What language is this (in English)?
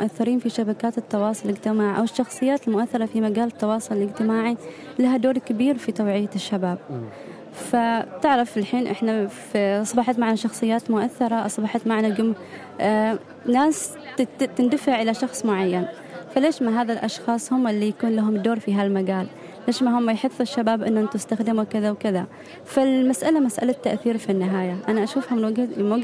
Gulf Arabic